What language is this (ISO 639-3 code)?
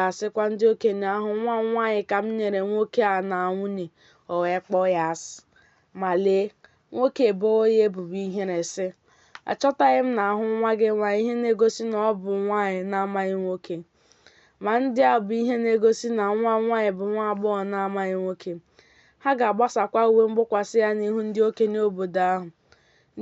ibo